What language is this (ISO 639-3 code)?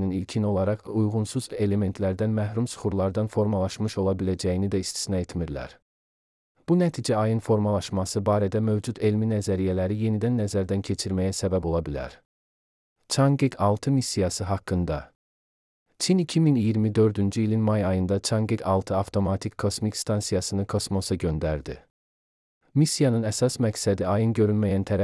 aze